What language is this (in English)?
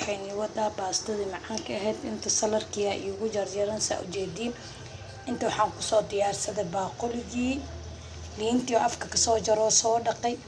Somali